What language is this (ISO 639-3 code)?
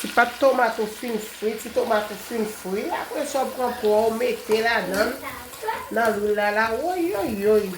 hat